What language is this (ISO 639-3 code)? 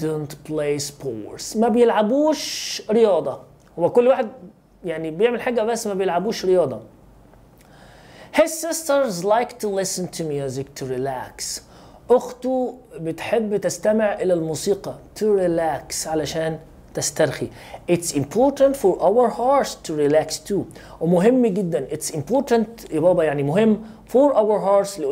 arz